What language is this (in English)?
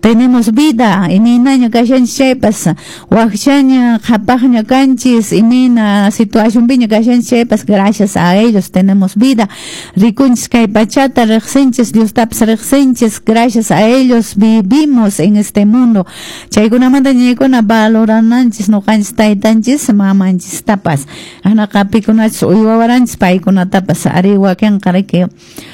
Quechua